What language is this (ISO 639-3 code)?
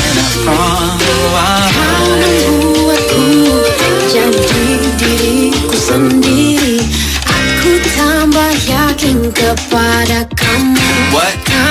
ind